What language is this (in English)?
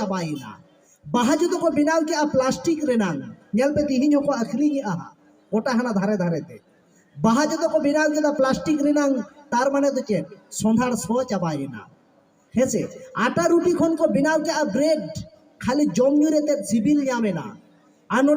Santali